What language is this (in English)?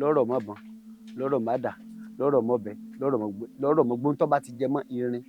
Yoruba